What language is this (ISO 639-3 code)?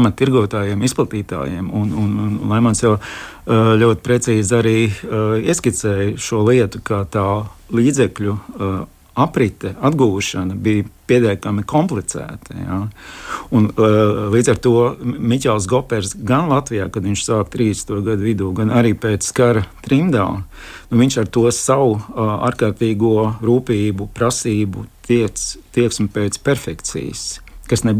lav